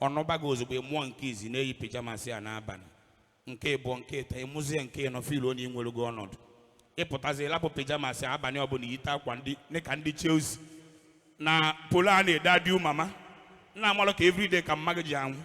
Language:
Igbo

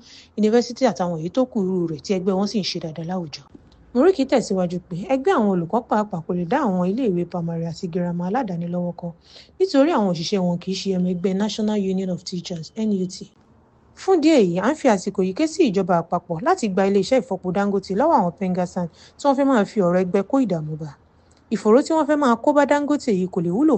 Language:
Yoruba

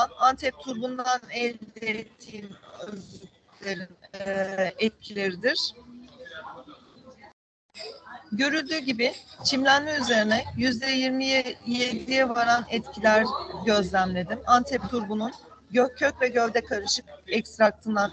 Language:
Turkish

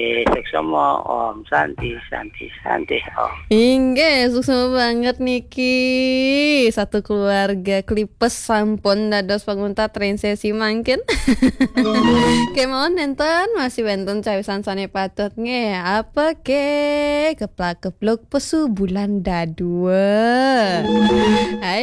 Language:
Balinese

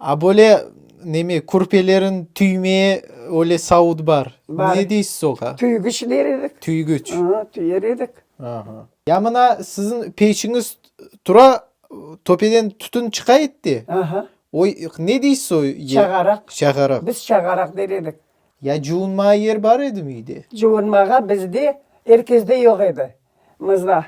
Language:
Crimean Tatar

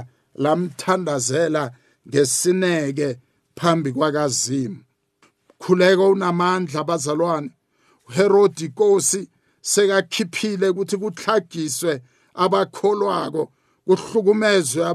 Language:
South Ndebele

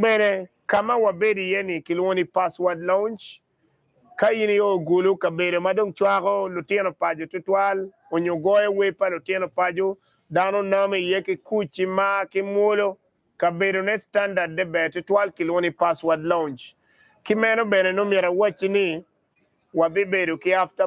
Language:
Acoli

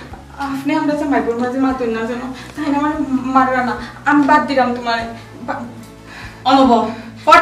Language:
Sylheti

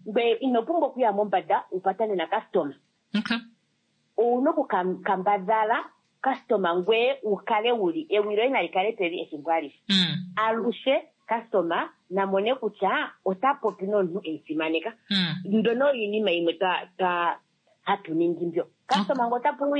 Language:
Kuanyama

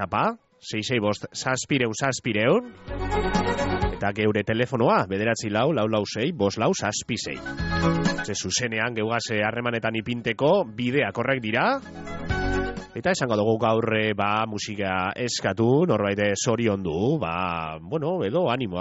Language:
Basque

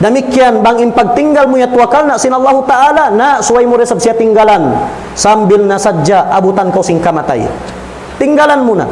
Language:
Tausug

